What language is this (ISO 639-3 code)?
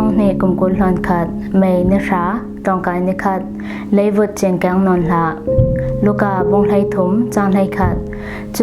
cfm